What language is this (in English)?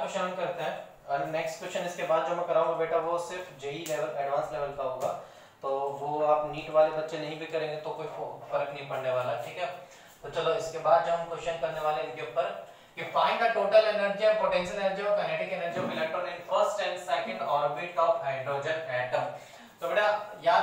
Hindi